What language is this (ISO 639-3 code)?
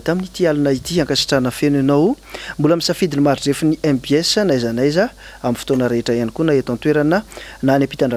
mlg